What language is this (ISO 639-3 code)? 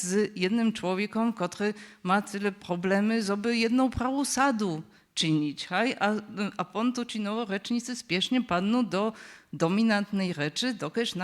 hsb